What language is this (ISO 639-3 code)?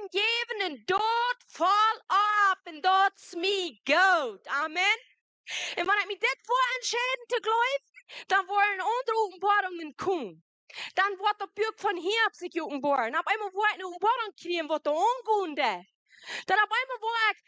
pdt